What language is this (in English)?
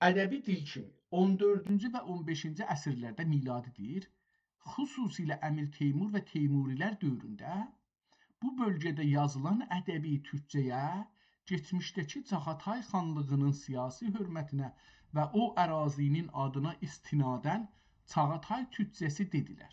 South Azerbaijani